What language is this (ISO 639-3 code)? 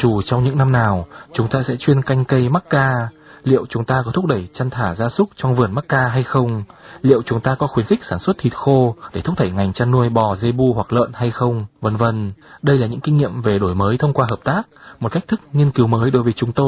vie